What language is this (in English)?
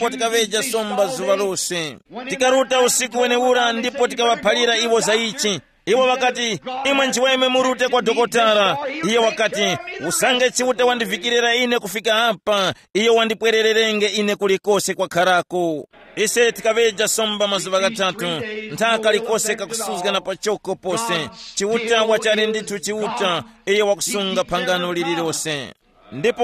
Tumbuka